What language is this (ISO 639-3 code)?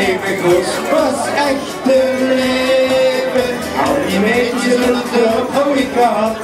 lim